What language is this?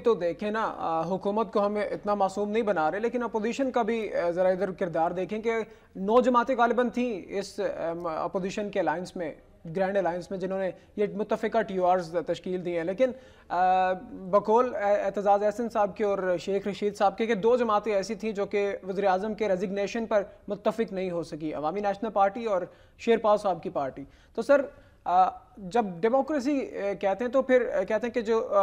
Urdu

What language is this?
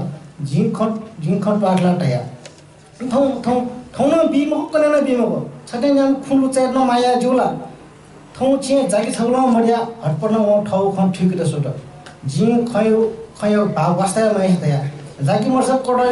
Newari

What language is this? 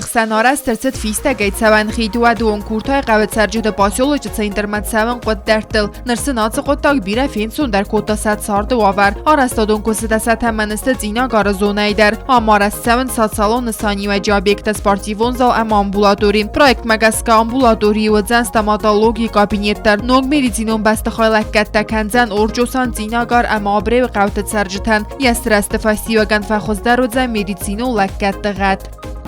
Ossetic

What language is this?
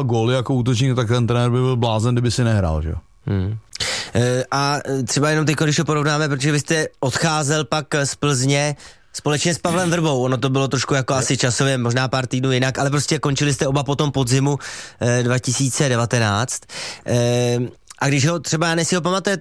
Czech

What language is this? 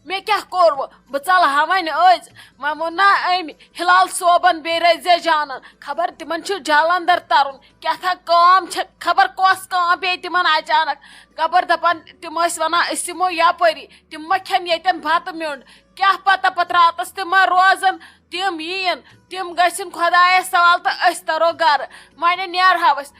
Kashmiri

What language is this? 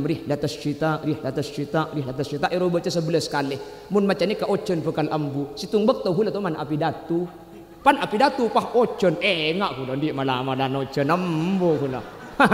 Madurese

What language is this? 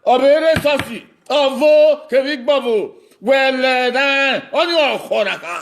Bini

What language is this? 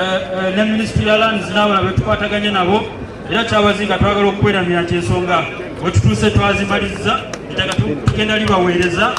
Soga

